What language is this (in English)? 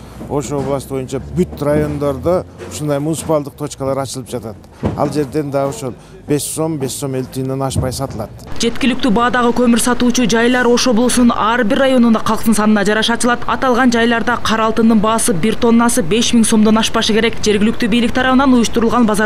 Kyrgyz